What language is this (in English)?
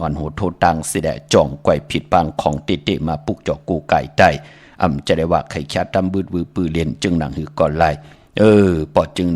Shan